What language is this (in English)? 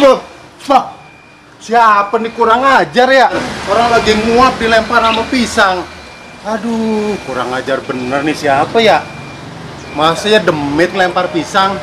Betawi